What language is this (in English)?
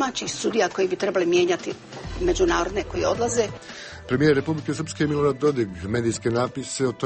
Bosnian